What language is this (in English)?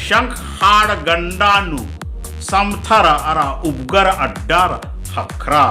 Kurukh